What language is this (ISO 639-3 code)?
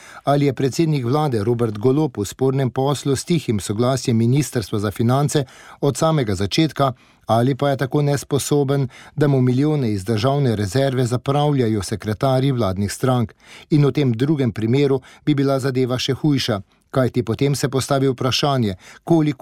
slv